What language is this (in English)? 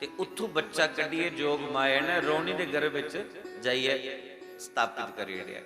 Dogri